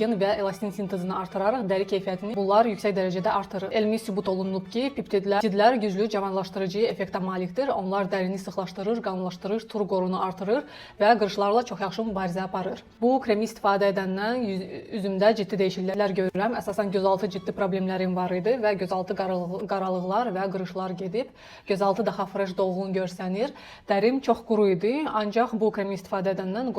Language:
Azerbaijani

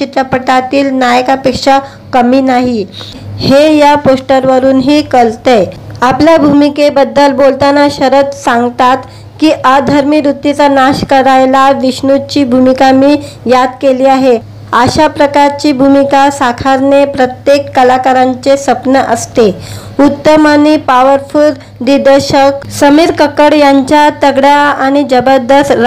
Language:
Marathi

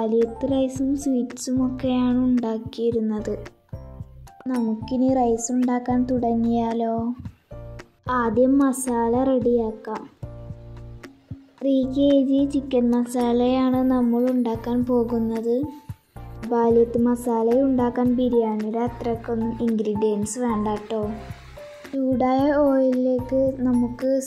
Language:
Malayalam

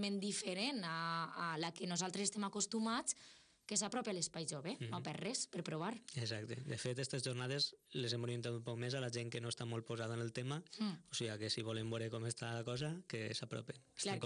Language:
Catalan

